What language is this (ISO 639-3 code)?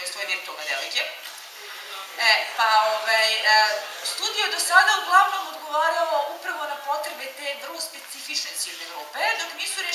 srp